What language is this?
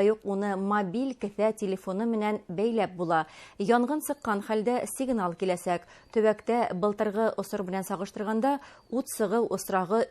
Bashkir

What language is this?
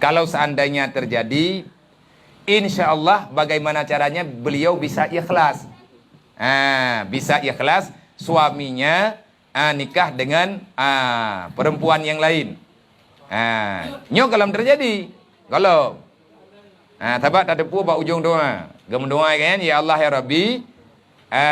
Achinese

